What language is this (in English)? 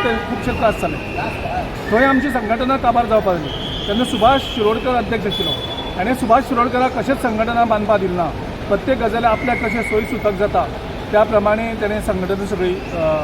Konkani